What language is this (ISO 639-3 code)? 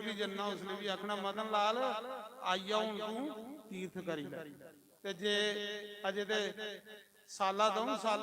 doi